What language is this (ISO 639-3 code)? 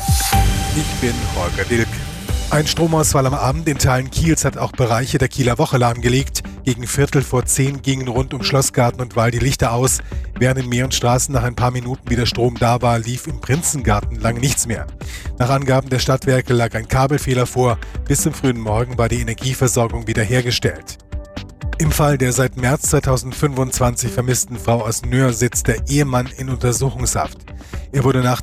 deu